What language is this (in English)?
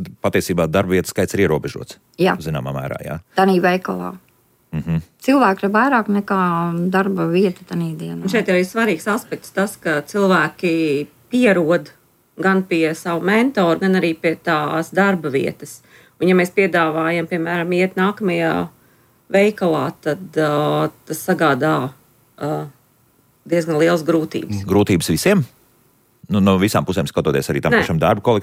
Latvian